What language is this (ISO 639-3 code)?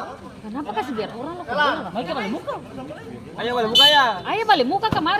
abs